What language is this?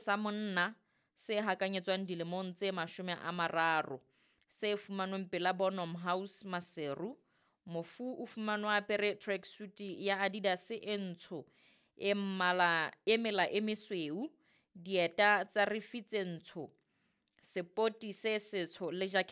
Southern Sotho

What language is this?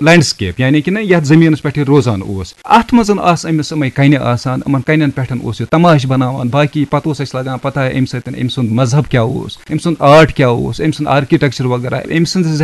Kashmiri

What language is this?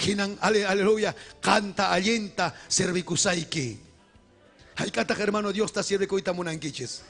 Ayacucho Quechua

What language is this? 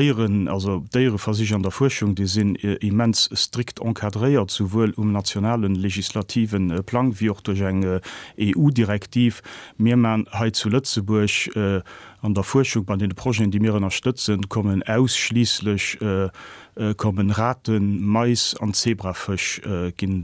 Luxembourgish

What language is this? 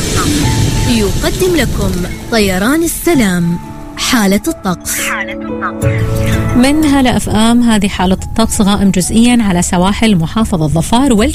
Arabic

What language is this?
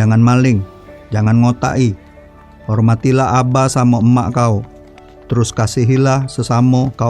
Musi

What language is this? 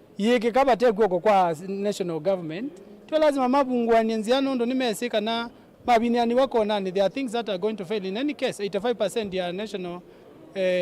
Kamba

